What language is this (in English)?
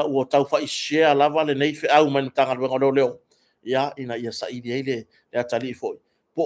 Samoan